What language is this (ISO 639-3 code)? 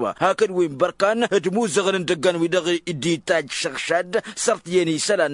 taq